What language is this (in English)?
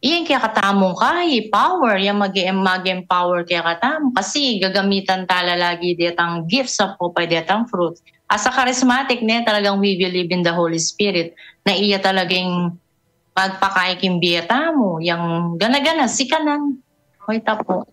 Pampanga